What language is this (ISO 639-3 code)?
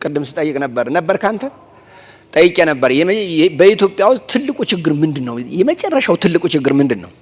amh